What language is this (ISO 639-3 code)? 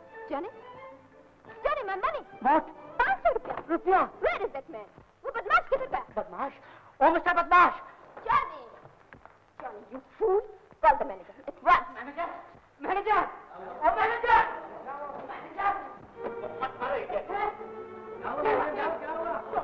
hin